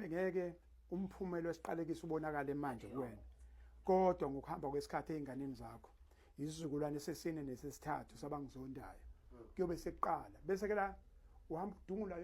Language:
Zulu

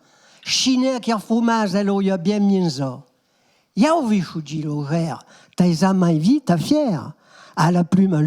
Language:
Occitan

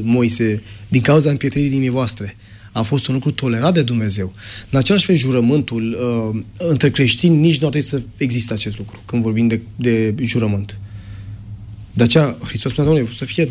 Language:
Romanian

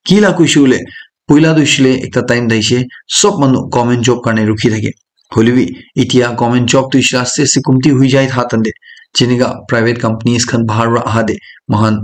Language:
Naga Pidgin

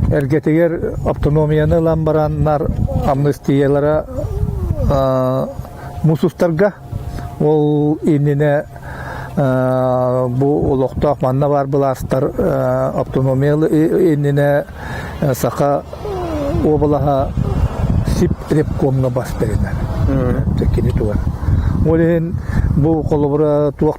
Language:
Yakut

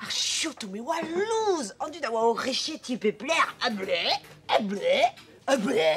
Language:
Breton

